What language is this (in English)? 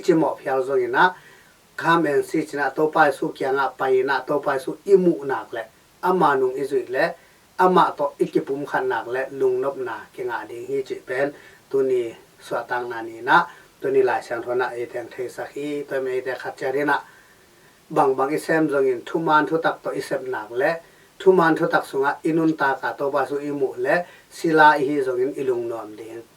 Tedim Chin